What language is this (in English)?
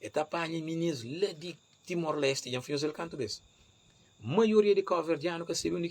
Kabuverdianu